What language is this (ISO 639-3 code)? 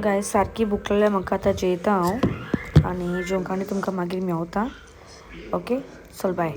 kok